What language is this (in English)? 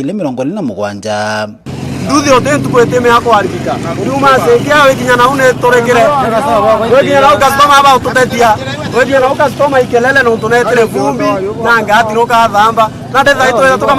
Meru